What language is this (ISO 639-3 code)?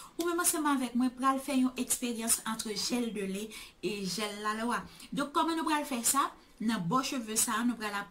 hat